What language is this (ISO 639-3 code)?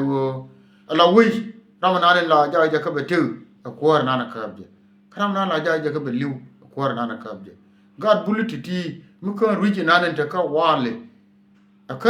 nus